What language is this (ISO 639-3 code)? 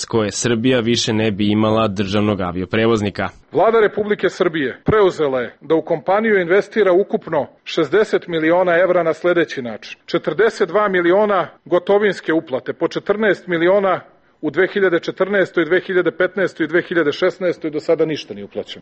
srp